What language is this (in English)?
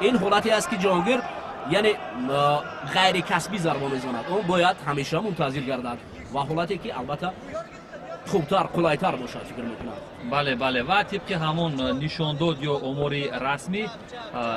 Tajik